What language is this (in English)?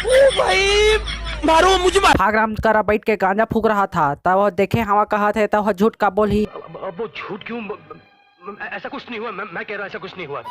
Chhattisgarhi